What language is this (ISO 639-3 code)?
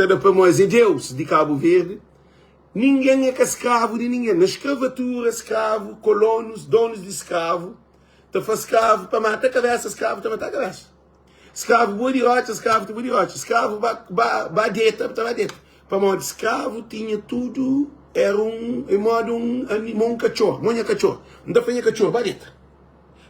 kea